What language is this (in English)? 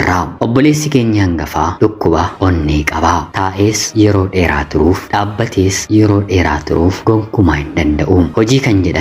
Oromo